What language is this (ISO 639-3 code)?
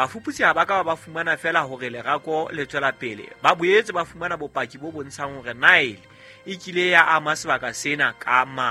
sot